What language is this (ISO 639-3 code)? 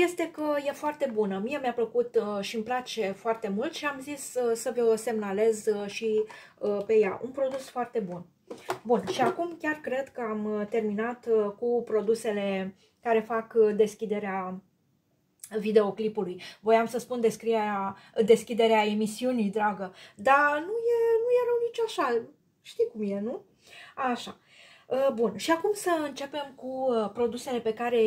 ron